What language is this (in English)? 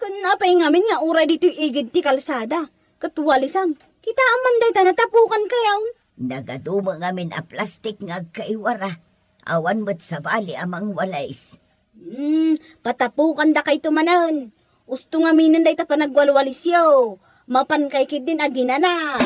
Iloko